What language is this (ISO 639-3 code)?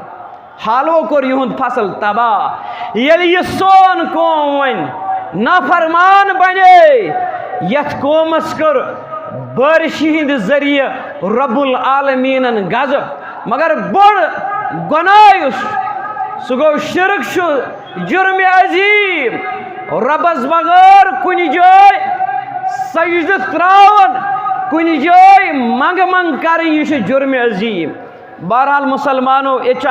kas